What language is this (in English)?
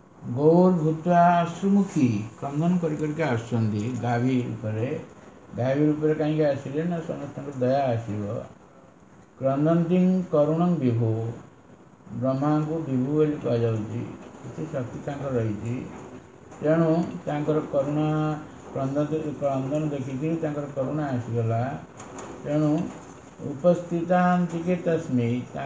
Odia